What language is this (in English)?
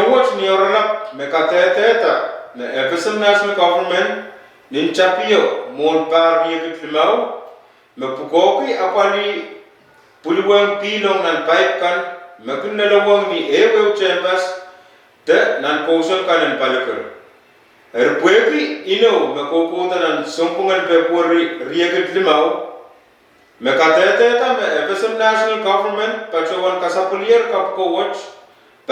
Pohnpeian